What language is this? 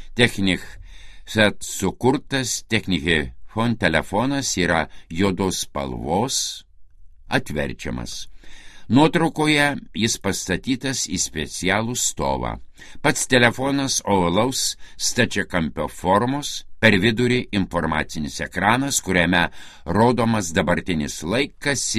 Lithuanian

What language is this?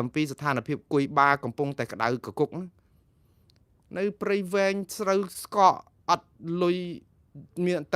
Khmer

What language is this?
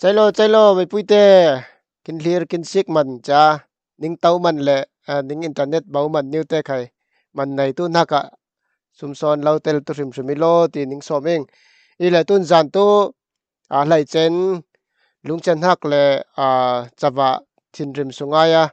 Falam Chin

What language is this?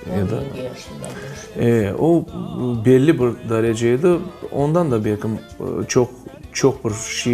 Crimean Tatar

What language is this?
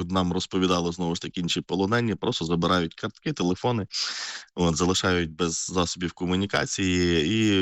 Ukrainian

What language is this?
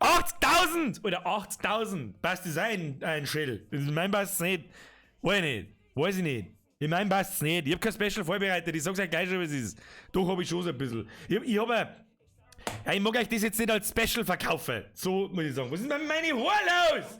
Bavarian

